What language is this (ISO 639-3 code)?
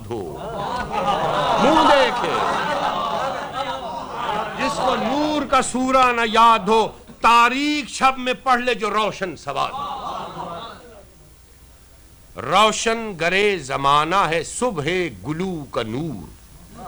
urd